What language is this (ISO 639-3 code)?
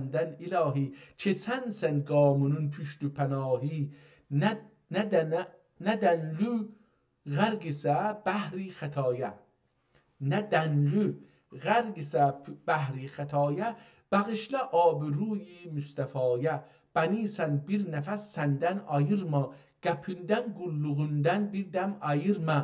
azb